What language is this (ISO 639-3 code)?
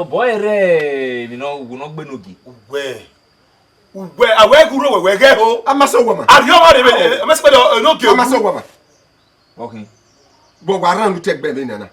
bin